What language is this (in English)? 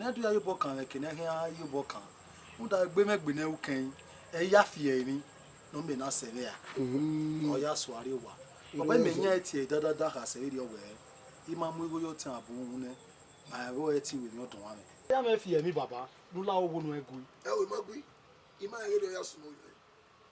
Bini